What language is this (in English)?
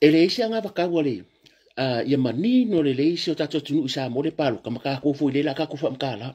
Samoan